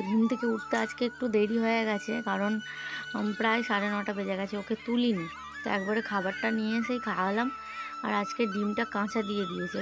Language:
Bangla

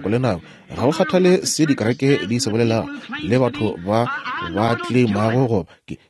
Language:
Northern Sotho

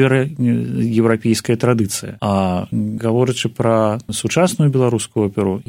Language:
Belarusian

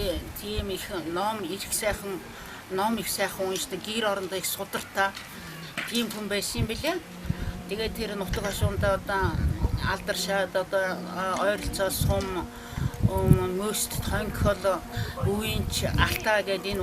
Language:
Mongolian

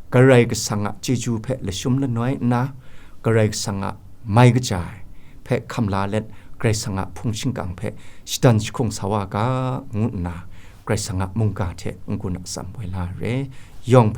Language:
Kachin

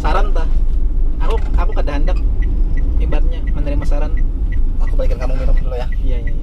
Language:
Banjar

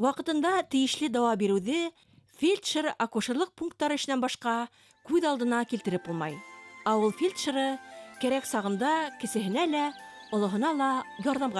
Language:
Bashkir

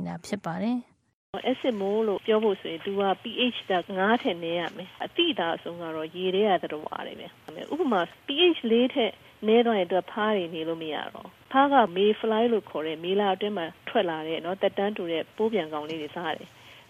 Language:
Burmese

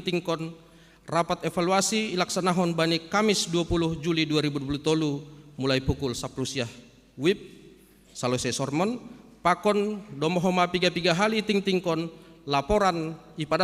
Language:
Batak Simalungun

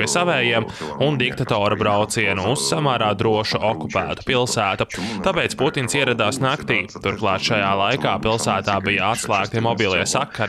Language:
Latvian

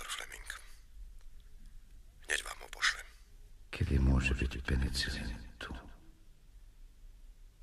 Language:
Slovak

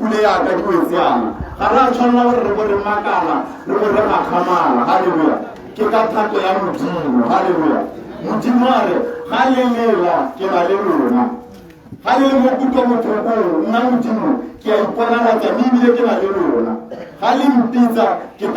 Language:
Tswana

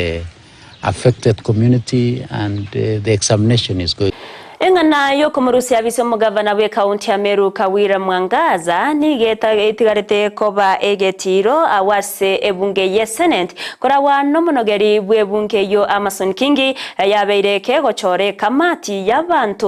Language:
Gusii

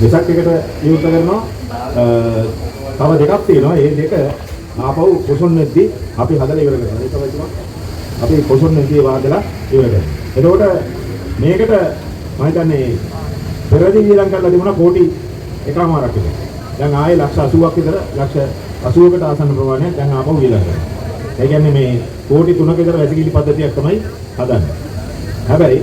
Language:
Sinhala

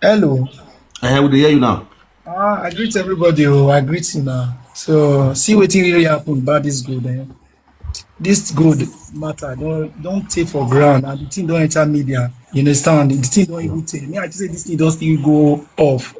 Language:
Nigerian Pidgin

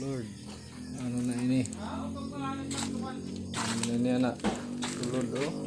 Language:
Waray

